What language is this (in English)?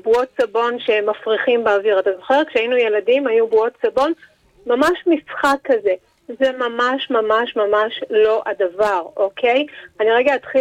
Hebrew